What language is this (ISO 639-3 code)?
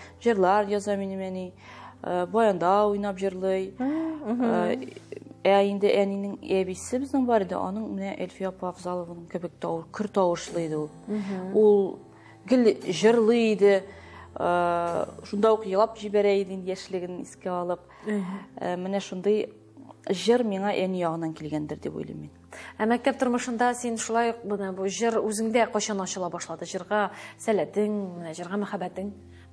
tat